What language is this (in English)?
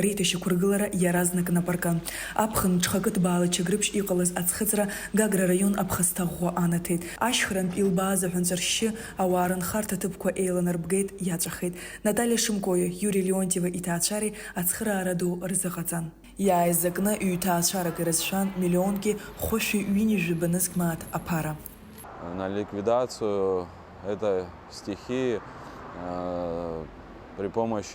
Abkhazian